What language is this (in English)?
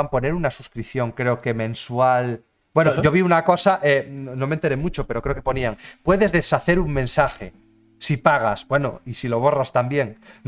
Spanish